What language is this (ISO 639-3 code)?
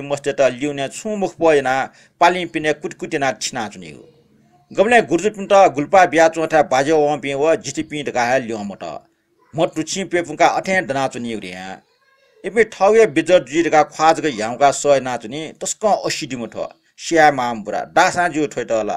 new